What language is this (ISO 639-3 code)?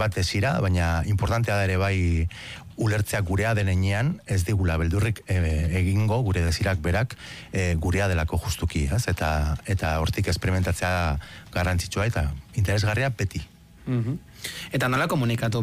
eus